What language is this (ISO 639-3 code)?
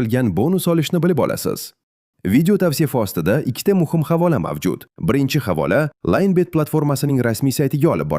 uzb